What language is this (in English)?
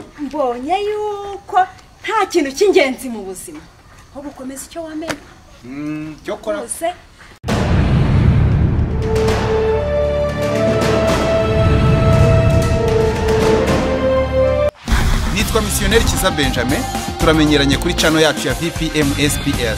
Kinyarwanda